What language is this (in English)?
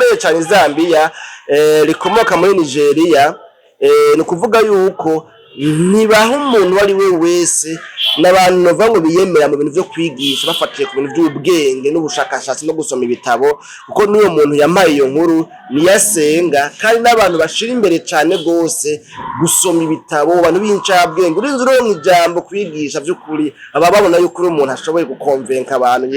Rundi